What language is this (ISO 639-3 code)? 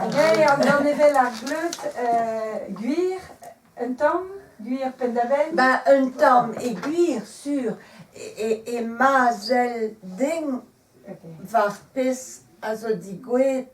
bre